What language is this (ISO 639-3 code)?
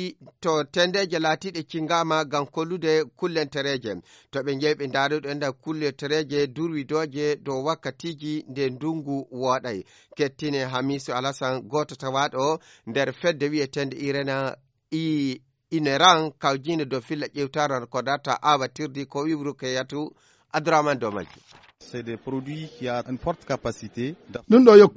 fuv